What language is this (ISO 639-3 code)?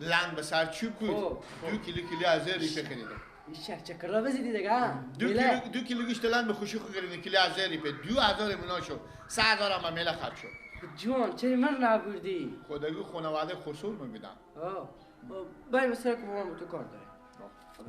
fas